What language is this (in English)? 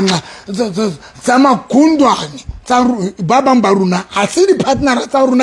Southern Sotho